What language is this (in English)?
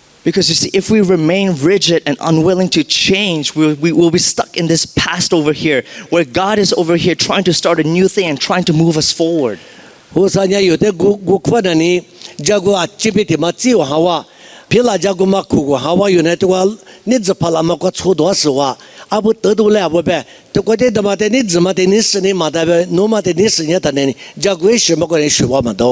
Lisu